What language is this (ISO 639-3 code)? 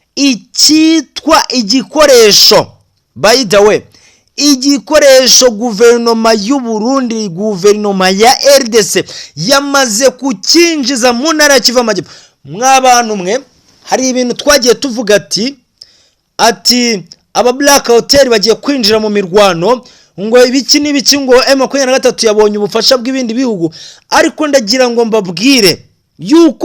kin